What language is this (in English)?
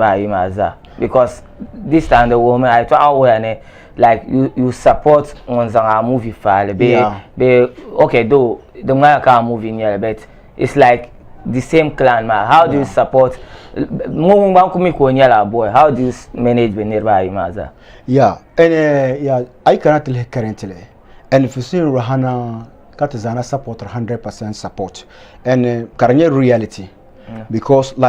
Dagbani